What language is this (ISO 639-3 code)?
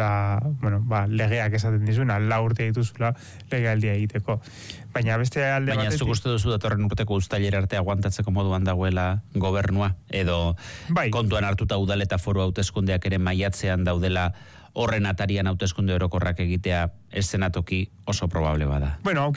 eus